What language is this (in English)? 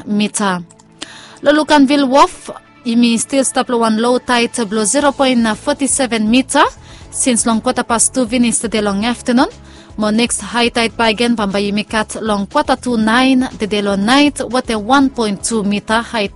Bislama